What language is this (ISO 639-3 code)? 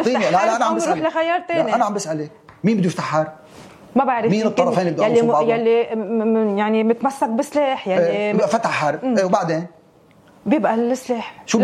apc